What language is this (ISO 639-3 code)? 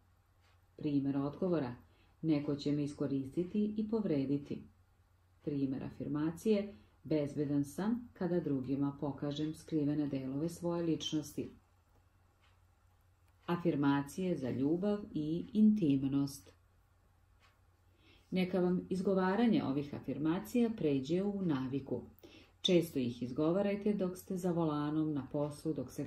srp